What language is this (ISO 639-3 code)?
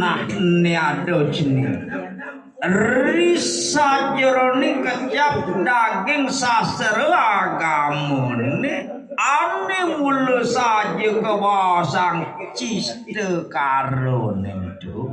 ban